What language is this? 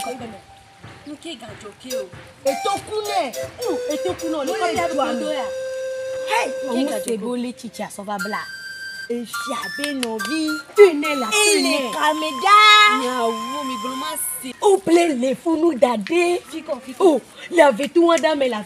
Ewe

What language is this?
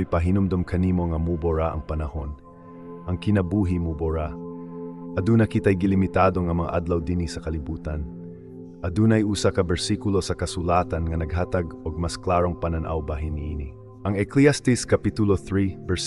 Cebuano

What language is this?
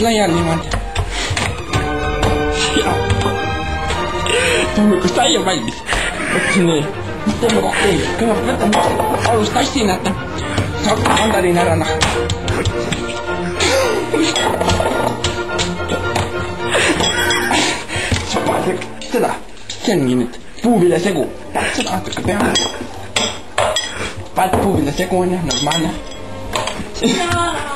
Estonian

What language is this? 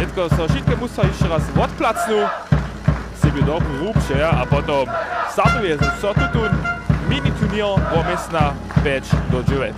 Upper Sorbian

